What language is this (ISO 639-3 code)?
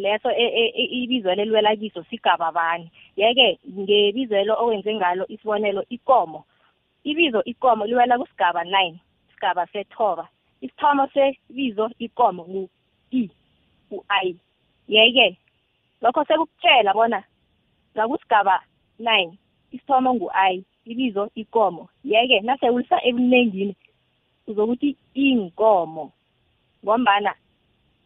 nbl